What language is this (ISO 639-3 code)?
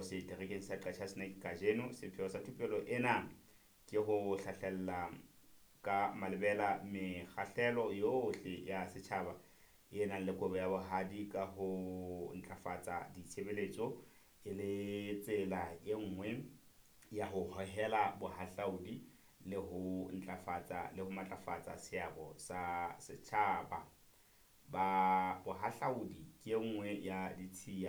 sot